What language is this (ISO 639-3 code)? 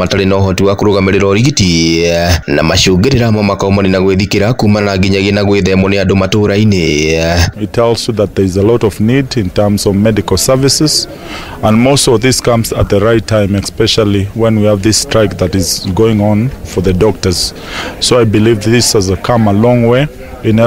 kik